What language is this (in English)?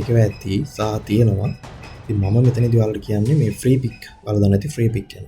Sinhala